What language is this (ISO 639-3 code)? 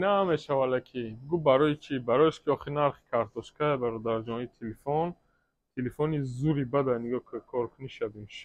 tgk